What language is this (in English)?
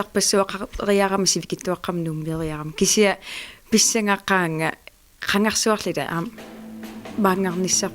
Kalaallisut